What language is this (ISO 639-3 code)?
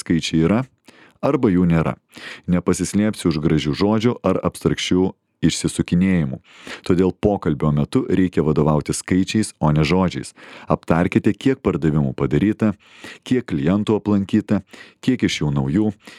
lit